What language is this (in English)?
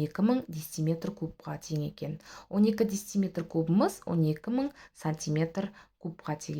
Kazakh